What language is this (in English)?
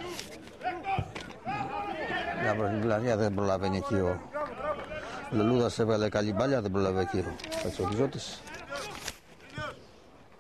Greek